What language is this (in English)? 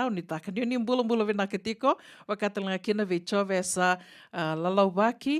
Fijian